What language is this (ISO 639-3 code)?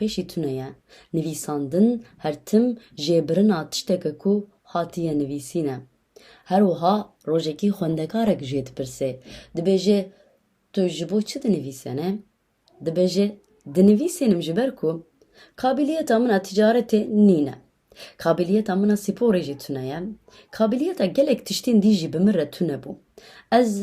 kur